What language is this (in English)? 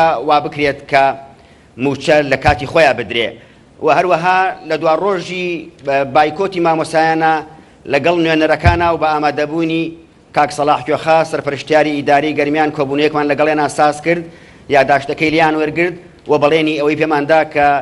Central Kurdish